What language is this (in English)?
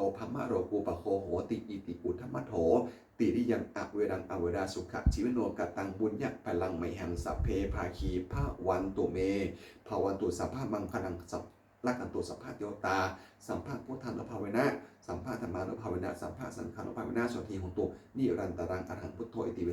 Pali